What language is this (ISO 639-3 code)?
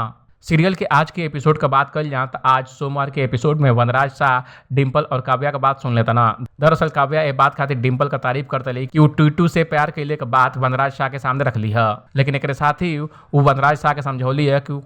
bho